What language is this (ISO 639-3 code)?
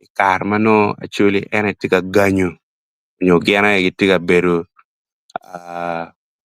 ach